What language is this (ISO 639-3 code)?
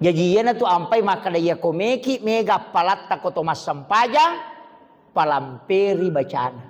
bug